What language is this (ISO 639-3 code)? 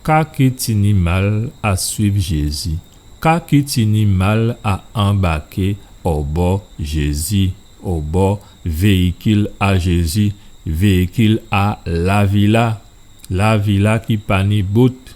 gcf